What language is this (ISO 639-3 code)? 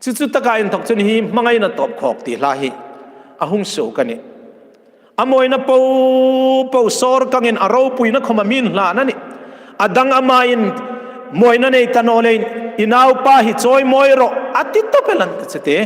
hmr